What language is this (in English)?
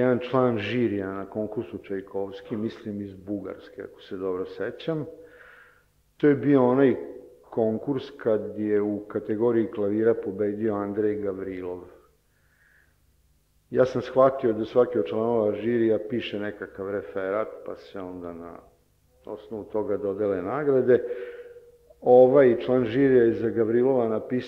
Serbian